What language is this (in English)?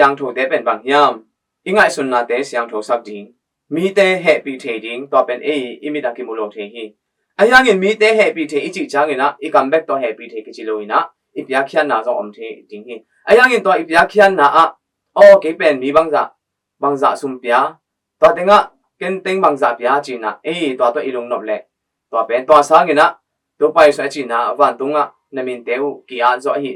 Tedim Chin